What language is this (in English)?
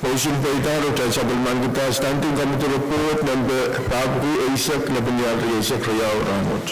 Pohnpeian